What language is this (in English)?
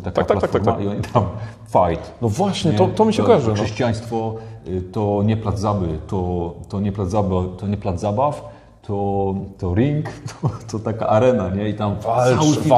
Polish